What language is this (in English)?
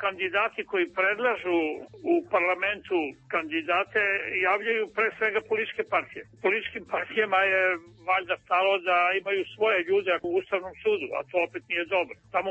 Serbian